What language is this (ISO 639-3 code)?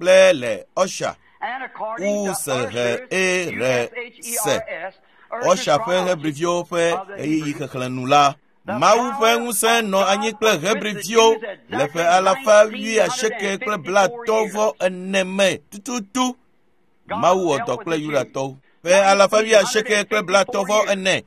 ewe